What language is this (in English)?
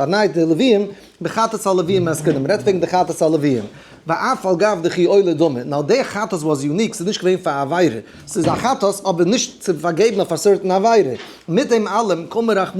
Yiddish